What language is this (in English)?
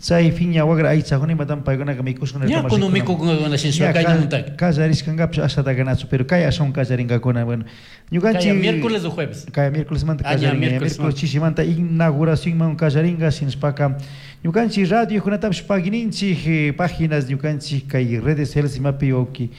Chimborazo Highland Quichua